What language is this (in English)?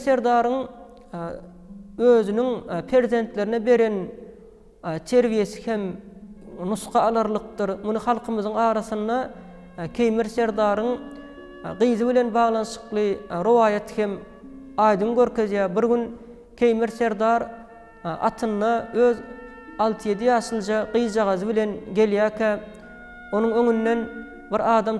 Turkmen